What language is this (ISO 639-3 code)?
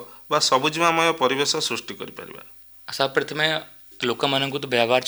ori